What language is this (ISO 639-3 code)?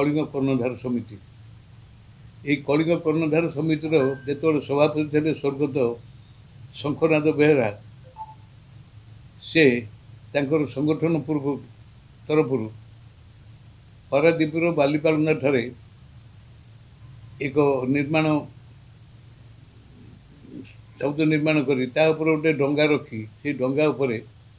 ori